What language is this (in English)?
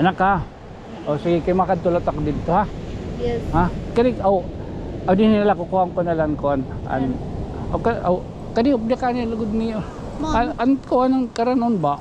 Waray